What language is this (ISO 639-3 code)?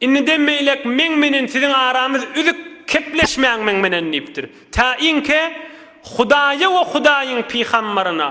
tuk